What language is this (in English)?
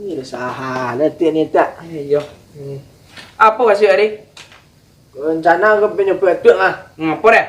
Minangkabau